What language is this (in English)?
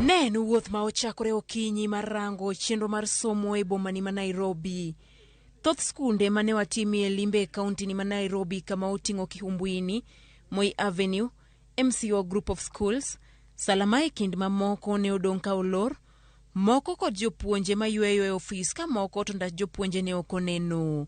Luo (Kenya and Tanzania)